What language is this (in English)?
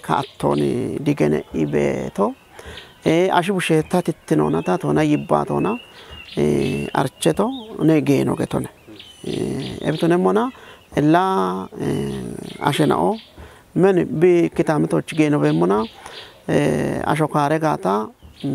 Kafa